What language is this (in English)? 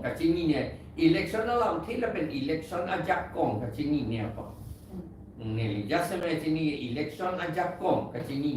Karbi